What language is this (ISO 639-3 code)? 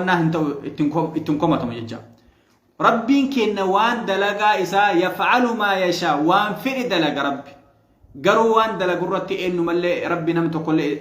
orm